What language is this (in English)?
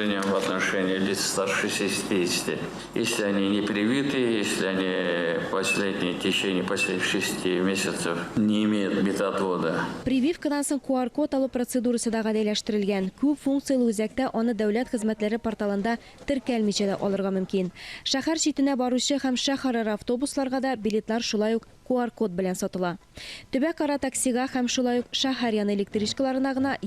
Tatar